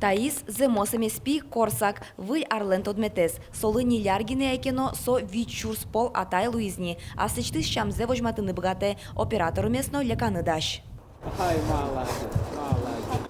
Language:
Udmurt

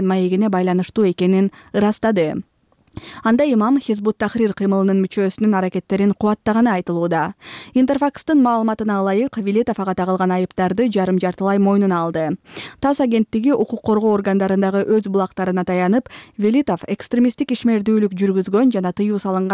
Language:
Kyrgyz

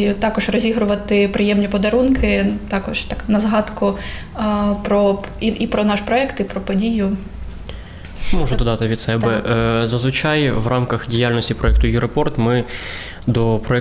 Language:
Ukrainian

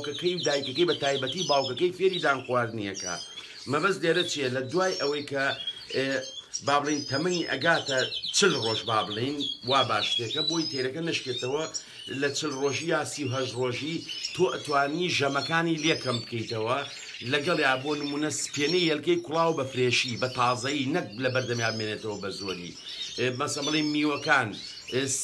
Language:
Central Kurdish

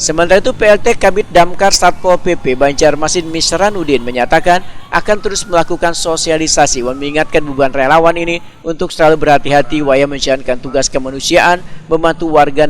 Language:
Banjar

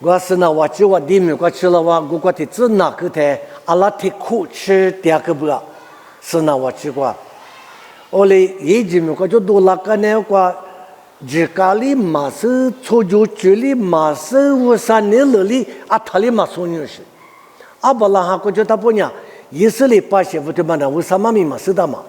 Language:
Lisu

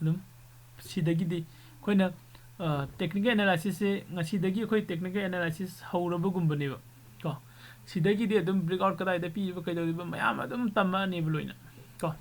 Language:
Manipuri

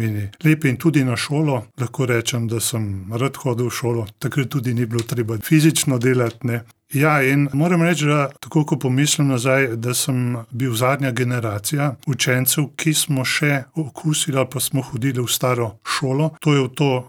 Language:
Slovenian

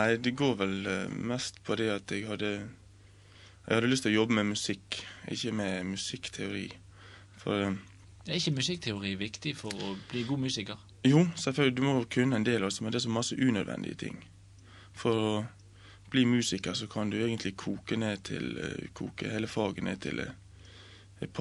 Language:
Norwegian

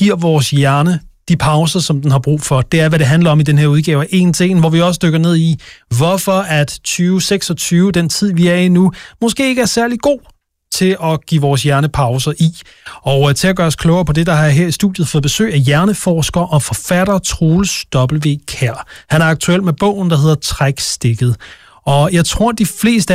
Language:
Danish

